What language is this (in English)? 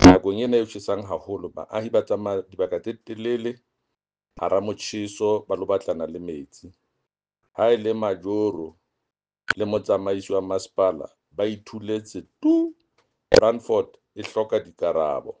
Southern Sotho